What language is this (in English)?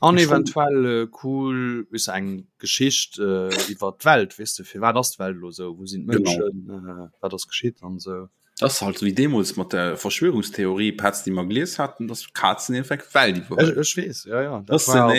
Luxembourgish